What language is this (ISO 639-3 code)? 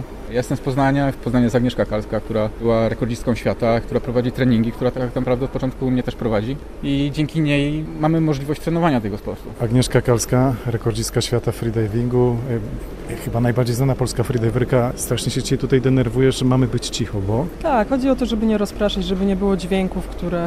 pol